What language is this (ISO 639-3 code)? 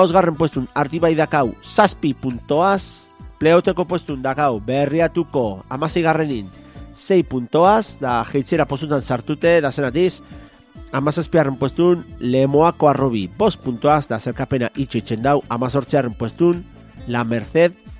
eus